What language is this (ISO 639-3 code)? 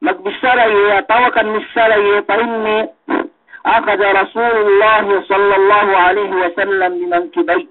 yka